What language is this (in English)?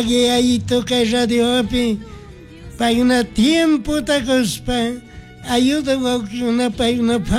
Chimborazo Highland Quichua